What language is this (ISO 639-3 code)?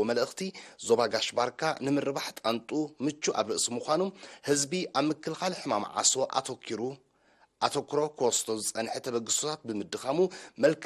tir